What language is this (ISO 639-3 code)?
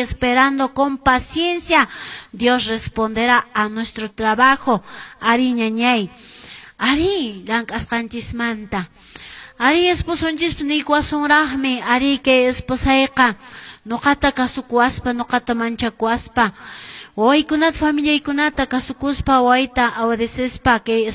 que